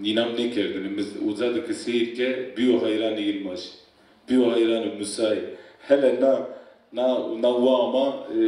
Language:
Zaza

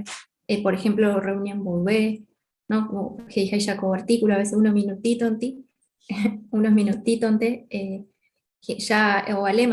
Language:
Guarani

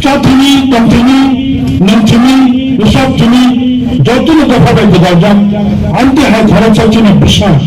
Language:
Kok Borok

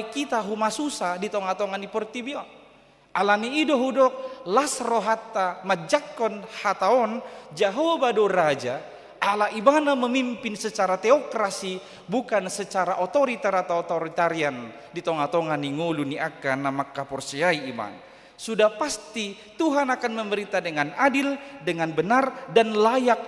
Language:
Batak Toba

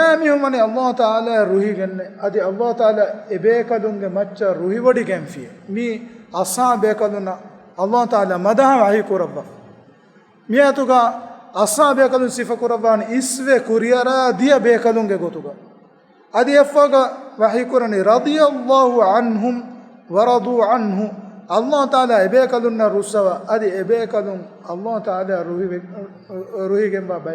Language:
Divehi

